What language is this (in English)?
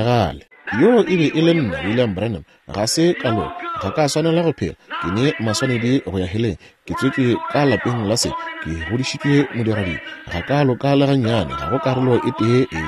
Northern Sotho